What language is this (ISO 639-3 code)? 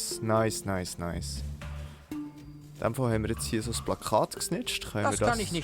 gsw